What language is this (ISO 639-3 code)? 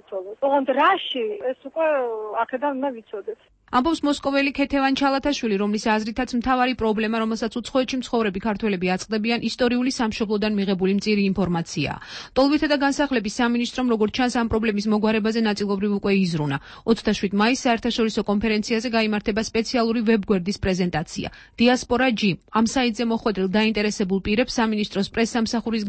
kat